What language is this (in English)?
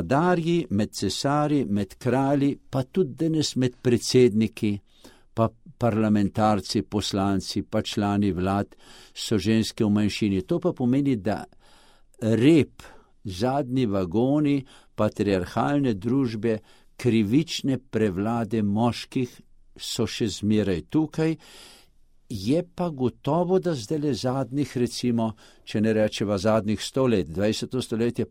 Slovenian